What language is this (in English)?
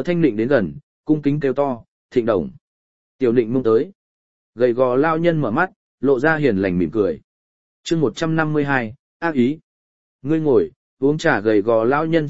Vietnamese